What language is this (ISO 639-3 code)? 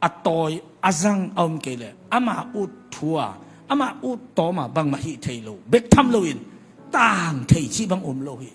ctd